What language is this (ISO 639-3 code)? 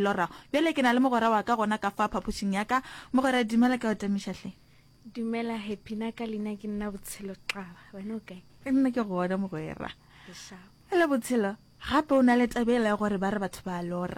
nso